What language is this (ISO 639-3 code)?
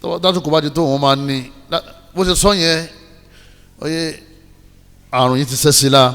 yor